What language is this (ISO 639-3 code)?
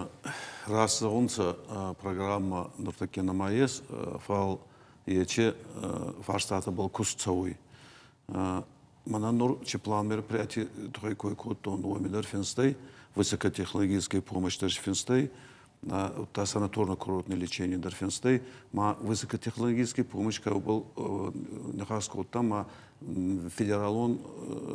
oss